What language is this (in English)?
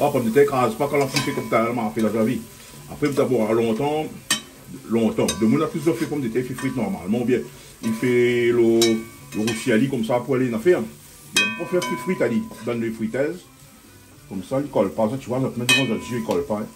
Réunion Creole French